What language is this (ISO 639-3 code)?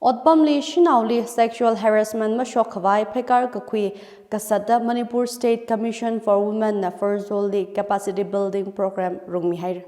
nmf